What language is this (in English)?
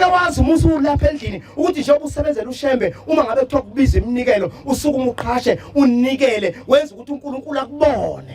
Zulu